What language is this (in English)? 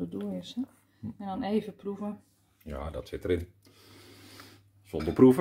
Dutch